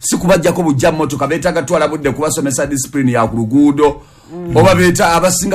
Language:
Ganda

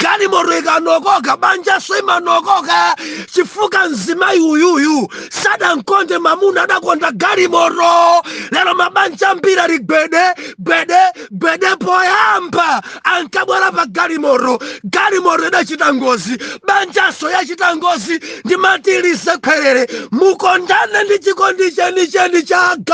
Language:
Nyanja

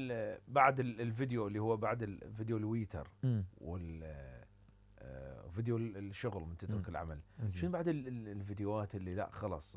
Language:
Mesopotamian Arabic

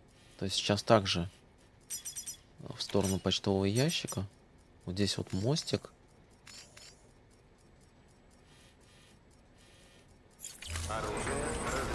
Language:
Russian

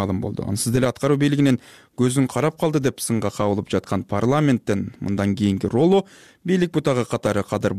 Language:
Kyrgyz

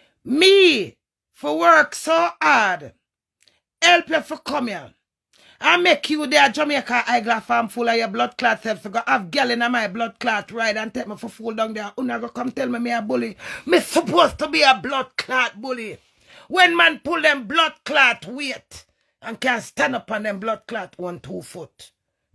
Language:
Jamaican Creole English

